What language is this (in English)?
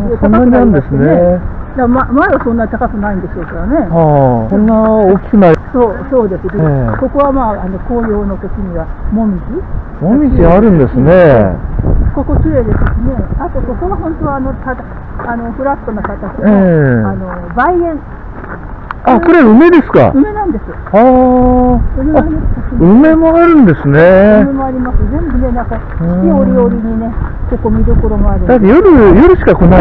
Japanese